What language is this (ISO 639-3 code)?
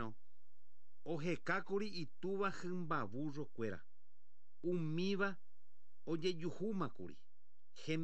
grn